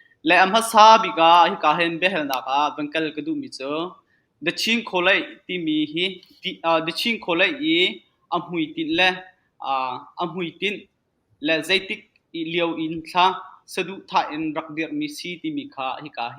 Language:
Hakha Chin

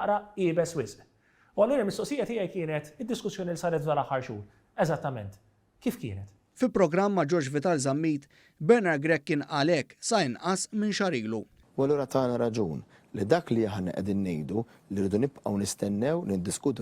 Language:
Maltese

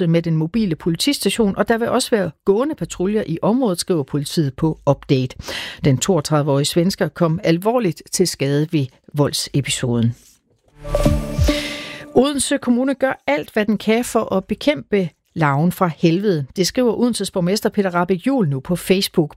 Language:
Danish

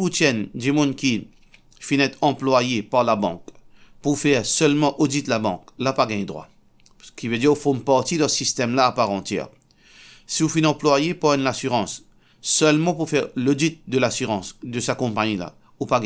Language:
Morisyen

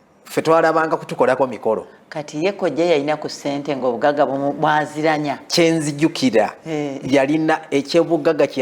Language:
Ganda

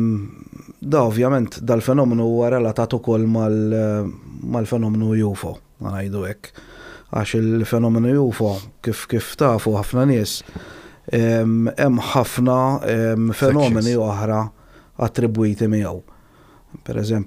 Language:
Maltese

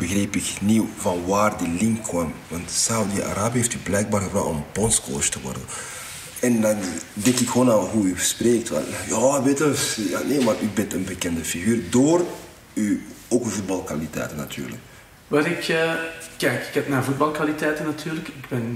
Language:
Dutch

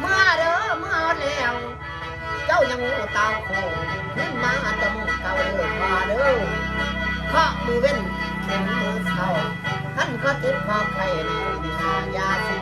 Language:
Northeastern Thai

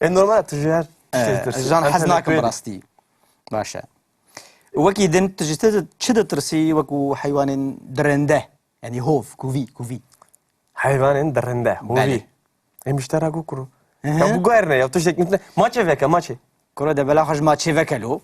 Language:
Kurdish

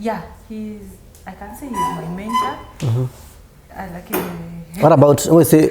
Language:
Kamba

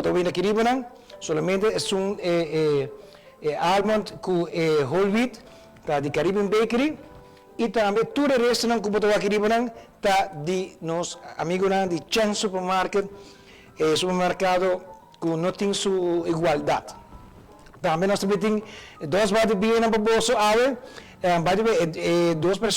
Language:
Papiamento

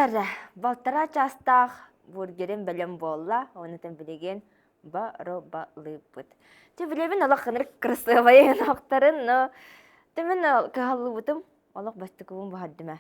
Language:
Yakut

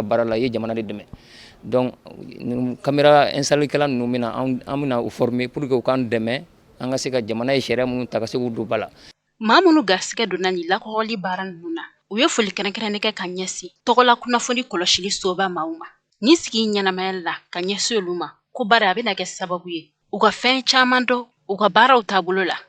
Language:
Bambara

